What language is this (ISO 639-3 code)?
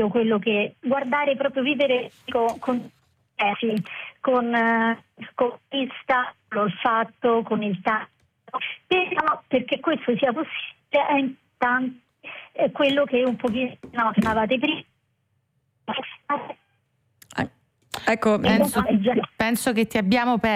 ita